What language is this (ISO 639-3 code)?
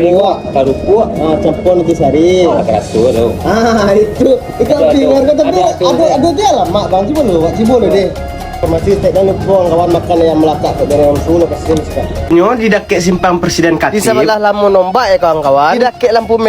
min